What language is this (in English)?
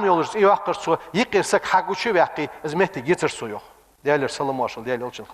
Ingush